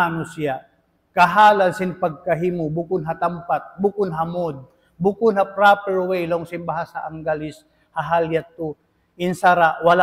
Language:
Tausug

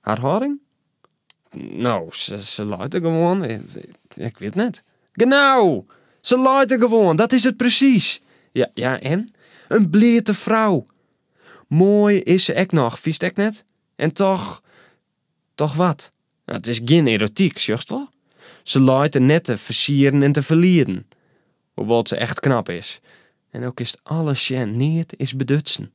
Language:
Western Frisian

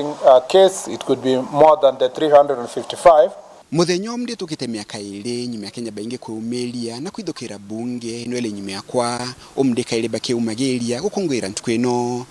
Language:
Meru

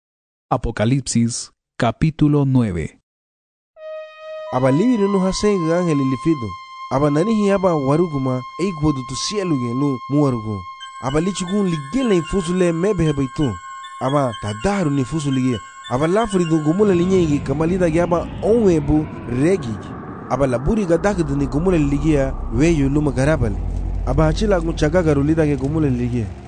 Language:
Garifuna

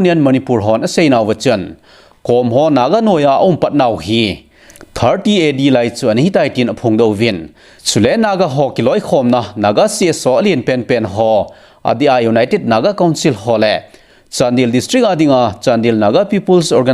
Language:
Thado Chin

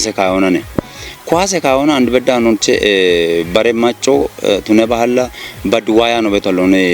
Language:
Kafa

